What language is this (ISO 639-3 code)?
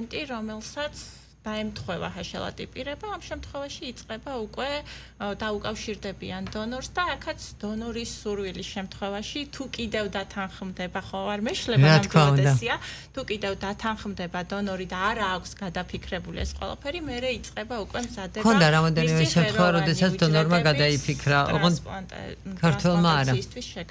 kat